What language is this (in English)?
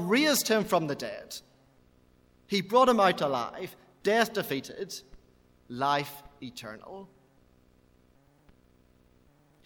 English